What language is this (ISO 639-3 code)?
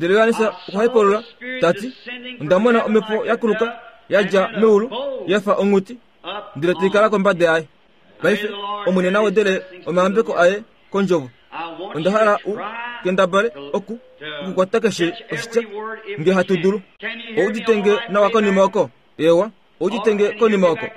kua